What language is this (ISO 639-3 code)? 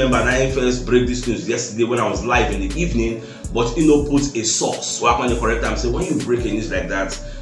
pcm